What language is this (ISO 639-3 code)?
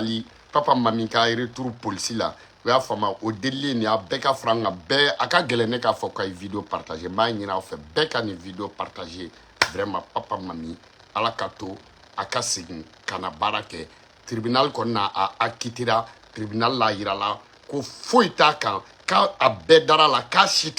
bam